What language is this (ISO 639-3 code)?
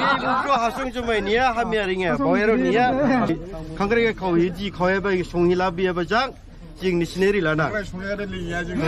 dis